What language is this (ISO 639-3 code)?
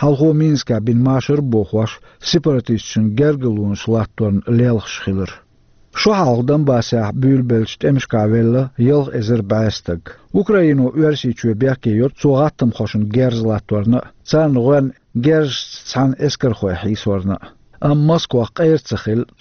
che